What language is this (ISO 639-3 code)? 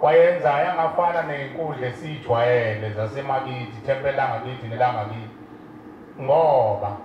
zul